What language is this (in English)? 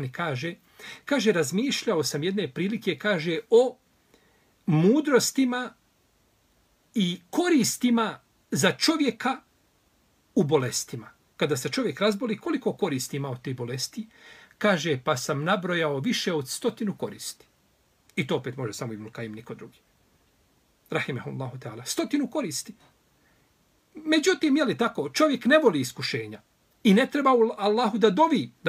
Bosnian